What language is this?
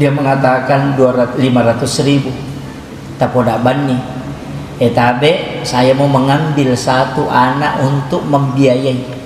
Buginese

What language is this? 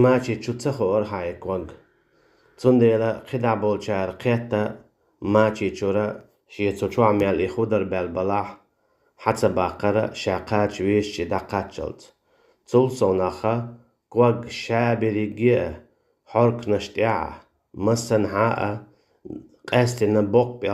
Chechen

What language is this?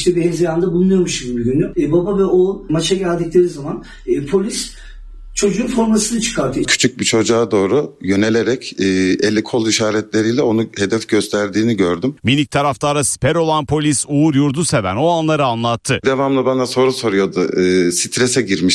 Turkish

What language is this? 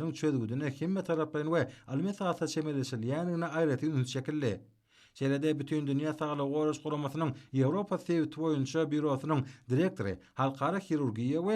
Turkmen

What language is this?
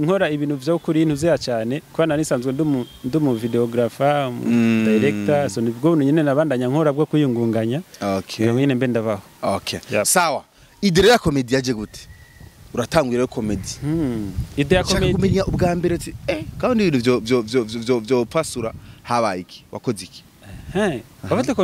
Rundi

